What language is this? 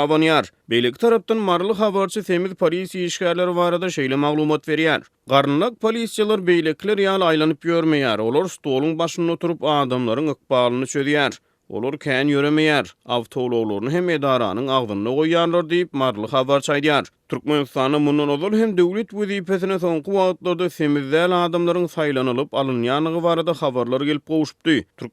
Turkmen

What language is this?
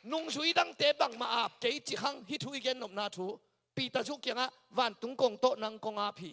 Tedim Chin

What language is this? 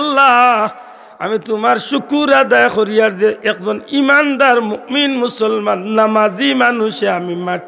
Sylheti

